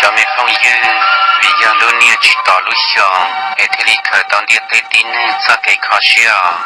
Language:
Hmong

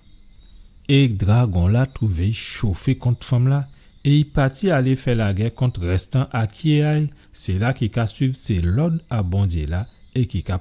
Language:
Guadeloupean Creole French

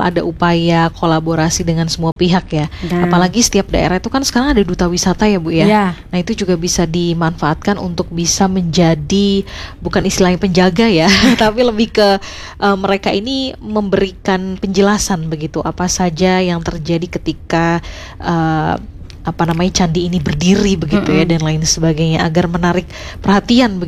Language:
Indonesian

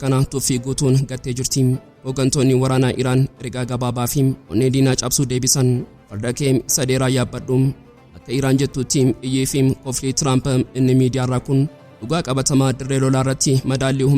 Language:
Oromo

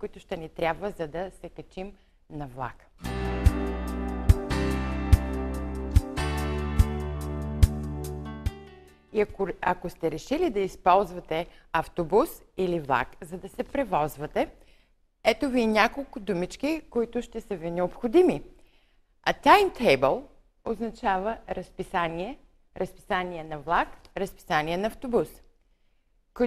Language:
Bulgarian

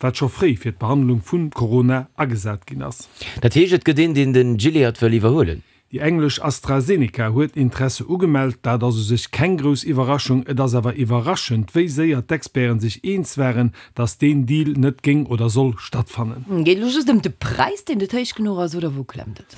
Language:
Luxembourgish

